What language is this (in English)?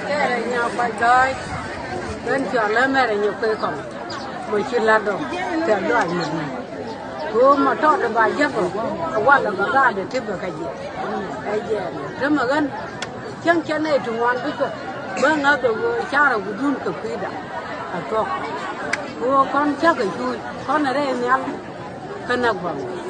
Nuer